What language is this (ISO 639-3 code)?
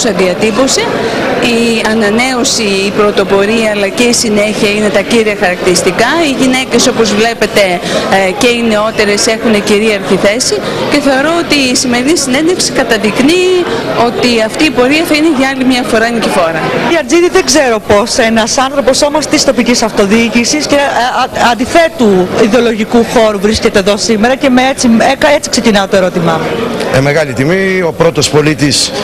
ell